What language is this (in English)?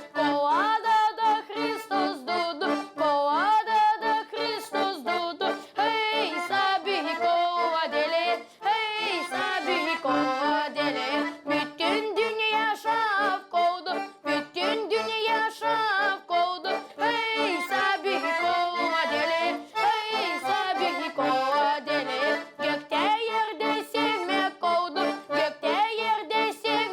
Gagauz